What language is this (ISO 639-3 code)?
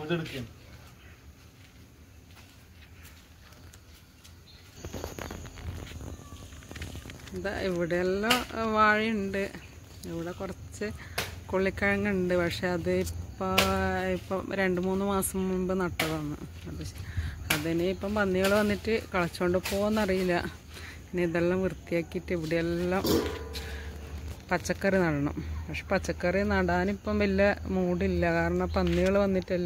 mal